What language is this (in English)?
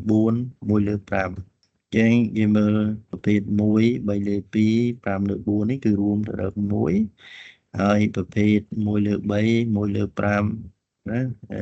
Khmer